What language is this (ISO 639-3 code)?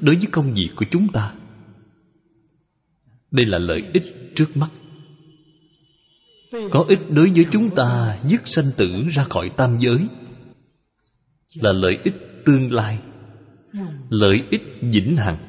vie